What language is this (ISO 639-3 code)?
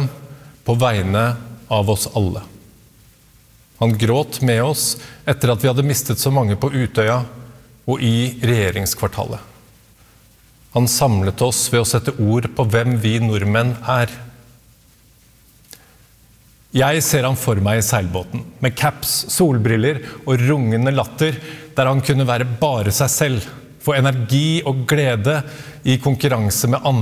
nor